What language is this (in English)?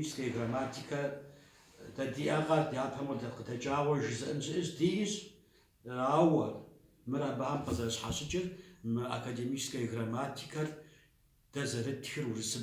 Kabardian